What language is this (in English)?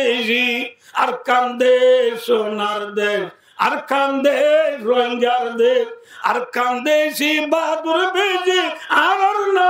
Rohingya